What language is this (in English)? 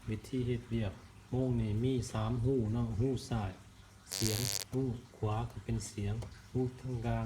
Lao